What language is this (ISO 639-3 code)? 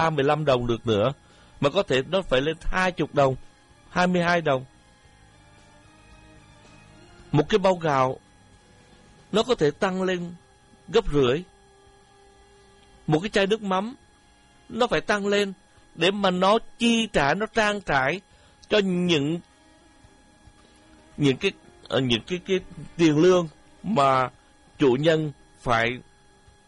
vie